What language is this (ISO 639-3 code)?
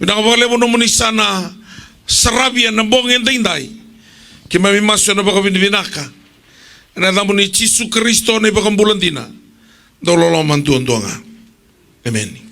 fij